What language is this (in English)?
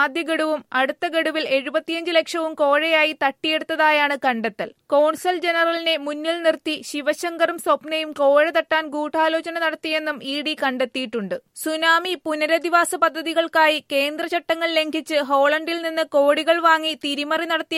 Malayalam